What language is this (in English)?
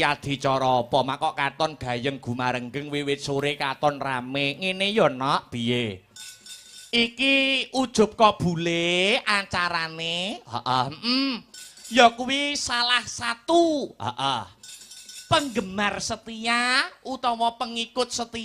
Javanese